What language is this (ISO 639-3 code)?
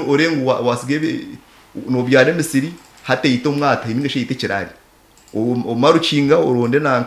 nyn